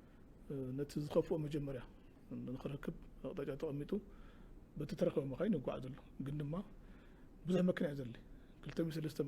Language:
Tigrinya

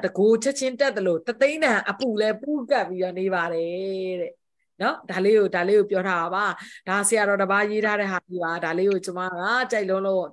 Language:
Burmese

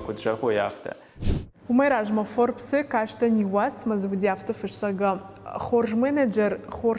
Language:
Ossetic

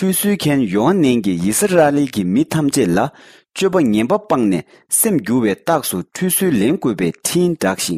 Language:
Tibetan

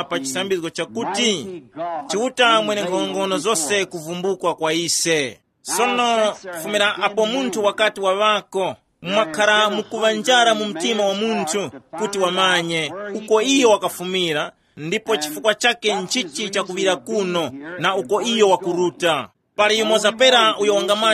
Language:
Tumbuka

